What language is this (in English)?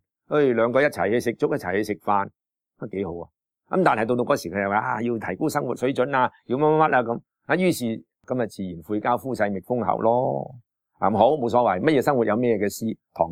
Cantonese